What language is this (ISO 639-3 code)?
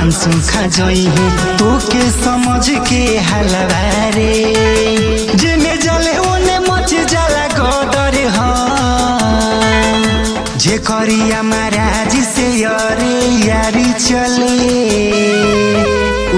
bho